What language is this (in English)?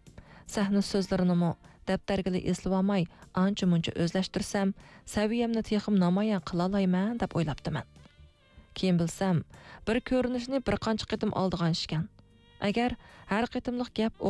Uyghur